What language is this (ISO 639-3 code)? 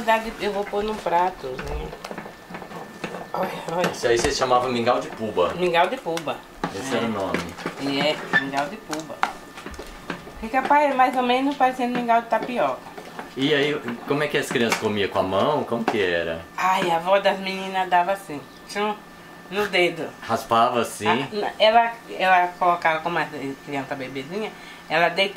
por